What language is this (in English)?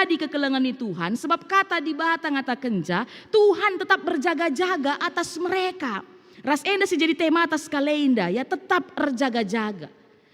Batak Karo